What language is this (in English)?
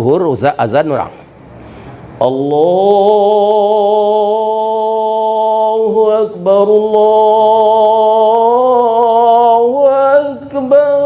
Minangkabau